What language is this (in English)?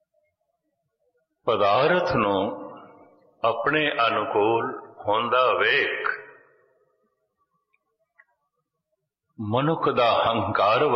Punjabi